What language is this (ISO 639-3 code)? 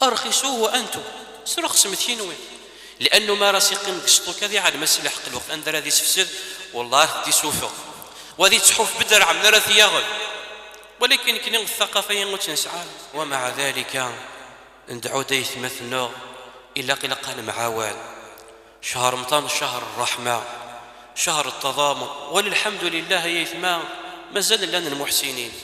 kab